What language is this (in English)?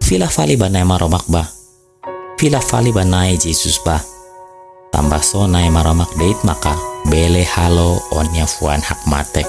Tetum